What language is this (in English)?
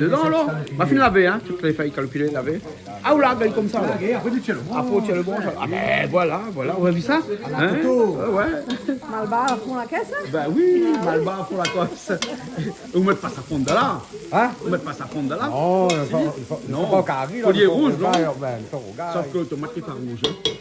Réunion Creole French